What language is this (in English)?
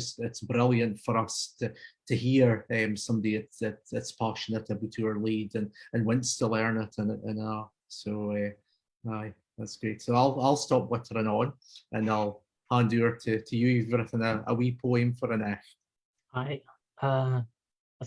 Scots